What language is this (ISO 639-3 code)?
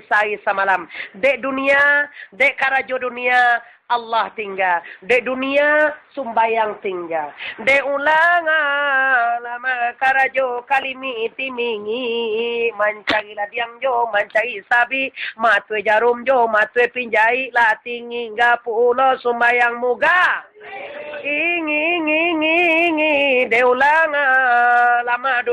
min